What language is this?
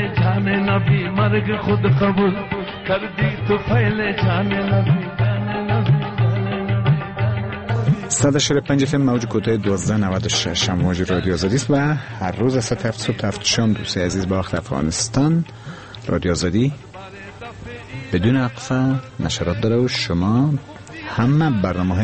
Persian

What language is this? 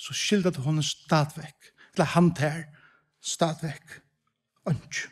Faroese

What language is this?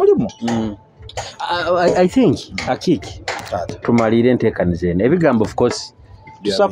Nyoro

